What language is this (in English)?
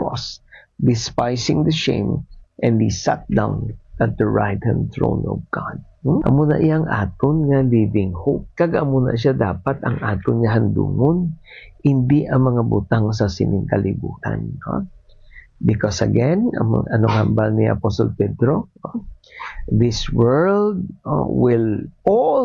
Hiligaynon